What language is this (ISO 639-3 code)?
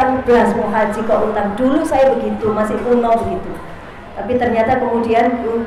ind